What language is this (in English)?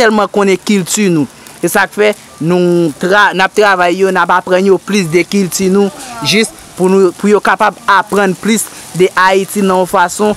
Haitian Creole